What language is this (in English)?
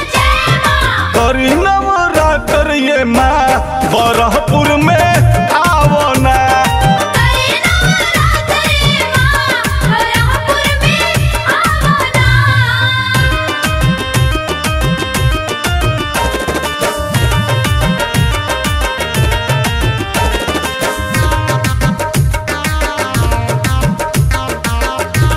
Bhojpuri